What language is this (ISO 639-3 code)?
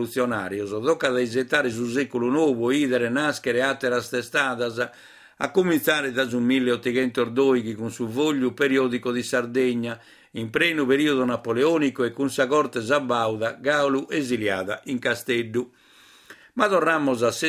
srd